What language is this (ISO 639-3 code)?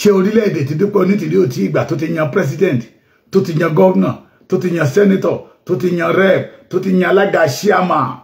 yor